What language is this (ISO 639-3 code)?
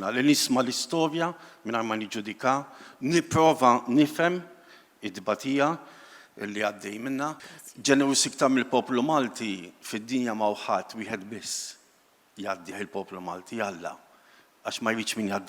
mlt